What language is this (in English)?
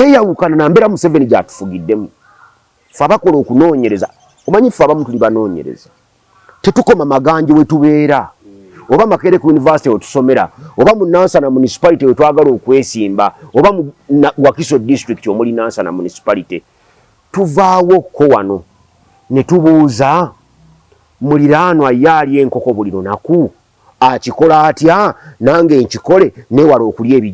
Ganda